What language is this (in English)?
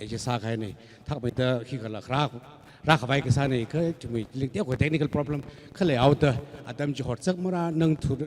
Tangkhul Naga (India)